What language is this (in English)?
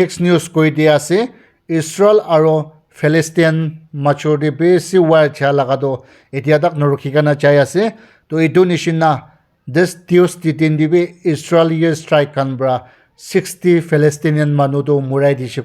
Naga Pidgin